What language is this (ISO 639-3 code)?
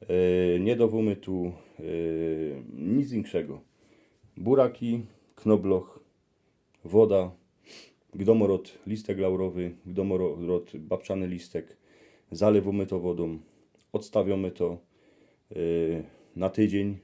szl